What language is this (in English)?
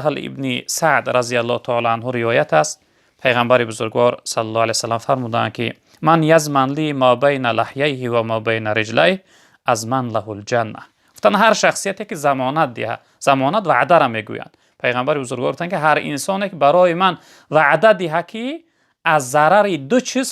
Tajik